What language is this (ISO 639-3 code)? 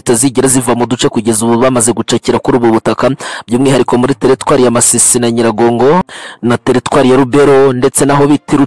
kin